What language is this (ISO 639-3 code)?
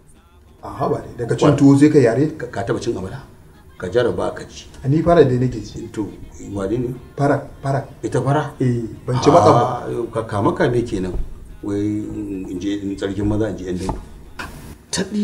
hau